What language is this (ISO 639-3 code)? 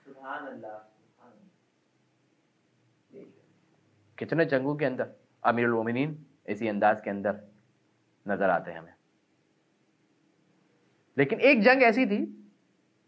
urd